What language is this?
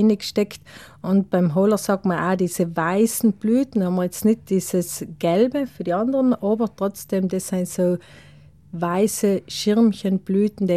German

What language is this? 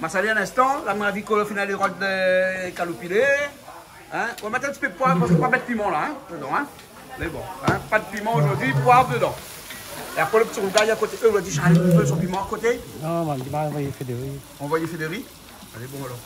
Réunion Creole French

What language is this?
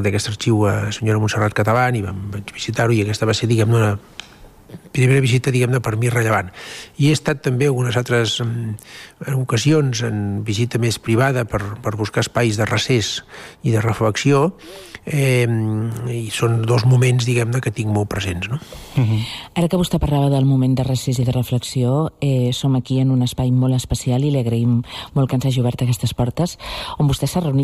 Catalan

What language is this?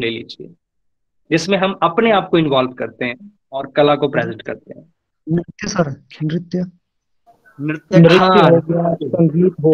Hindi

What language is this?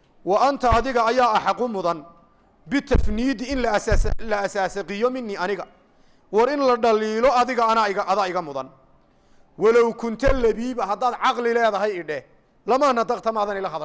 Somali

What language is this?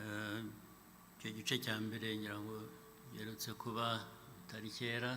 Kinyarwanda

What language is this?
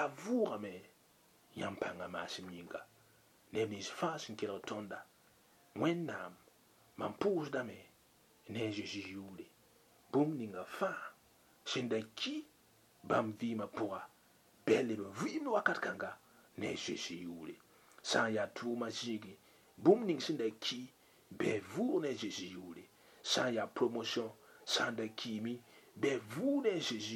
Mossi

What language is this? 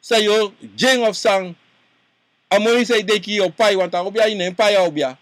Sranan Tongo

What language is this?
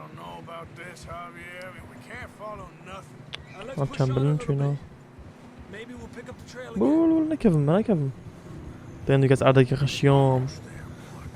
Kurdish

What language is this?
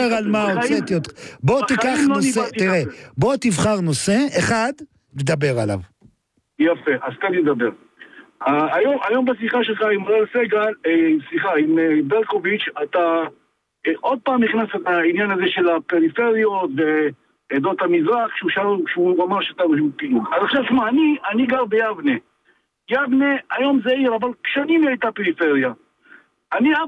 Hebrew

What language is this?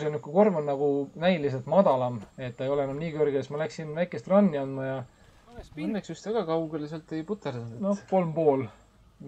Estonian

